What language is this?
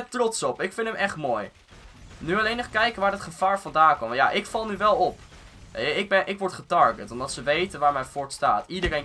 Dutch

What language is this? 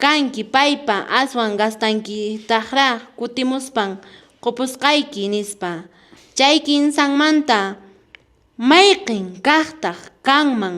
Quechua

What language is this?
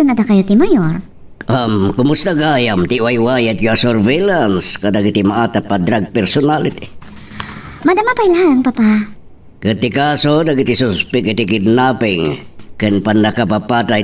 Iloko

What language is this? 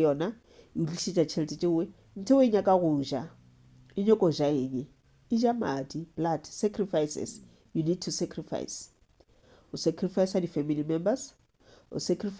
Northern Sotho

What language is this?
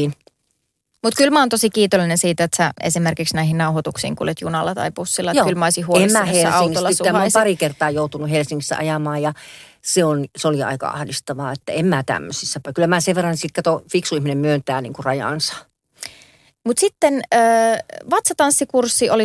Finnish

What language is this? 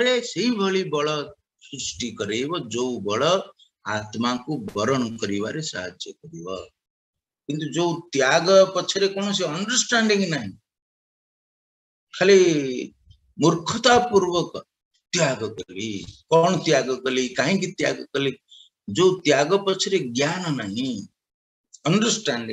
Odia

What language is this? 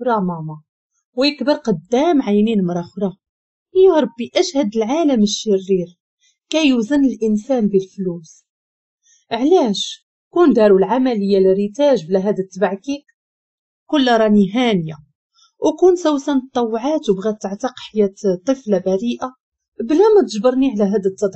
Moroccan Arabic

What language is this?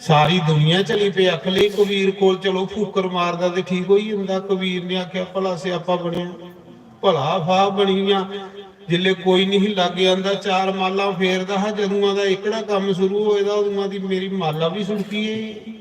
Dogri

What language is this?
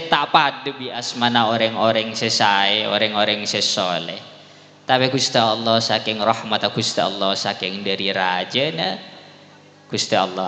Madurese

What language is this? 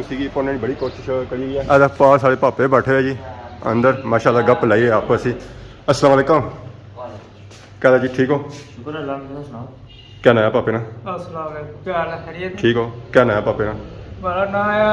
Pahari-Potwari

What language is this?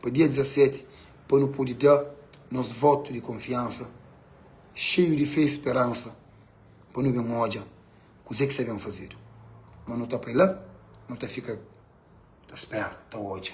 Kabuverdianu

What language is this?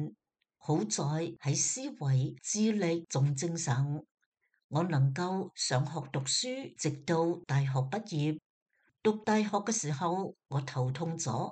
Cantonese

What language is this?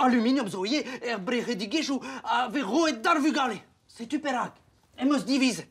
Breton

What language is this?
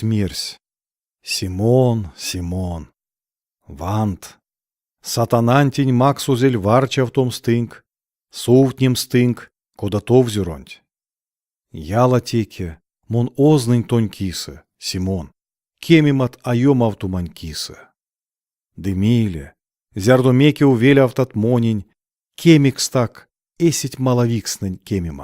Erzya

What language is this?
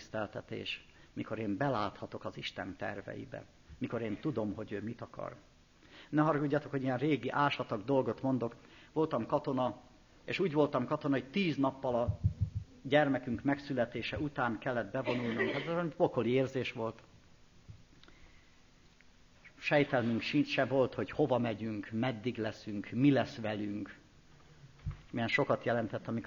Hungarian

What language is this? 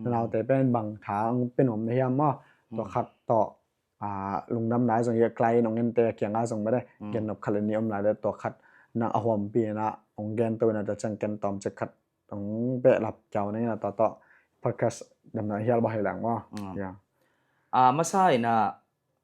Tedim Chin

